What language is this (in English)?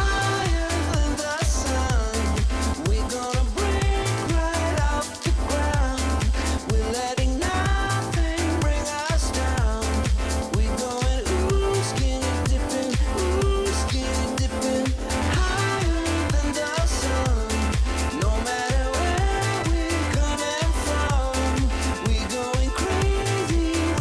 Western Frisian